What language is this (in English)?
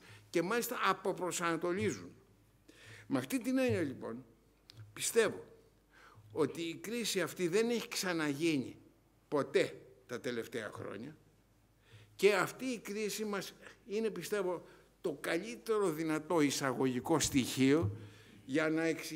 Greek